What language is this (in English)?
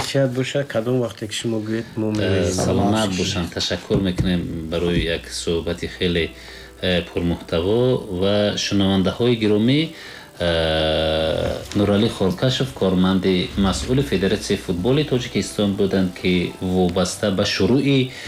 Tajik